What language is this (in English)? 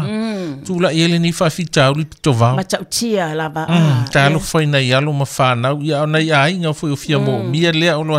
Samoan